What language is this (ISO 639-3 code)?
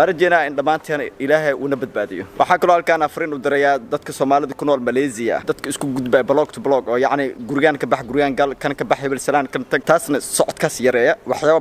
som